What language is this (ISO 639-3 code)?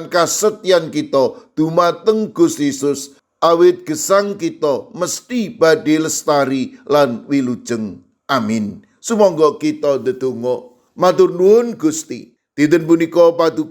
jav